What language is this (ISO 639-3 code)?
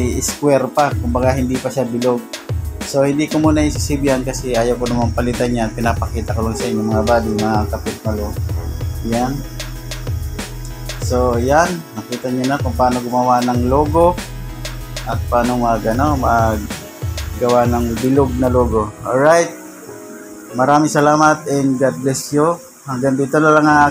fil